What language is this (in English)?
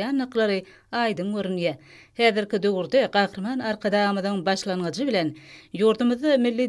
Turkmen